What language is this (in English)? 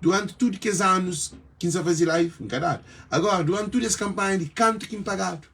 Kabuverdianu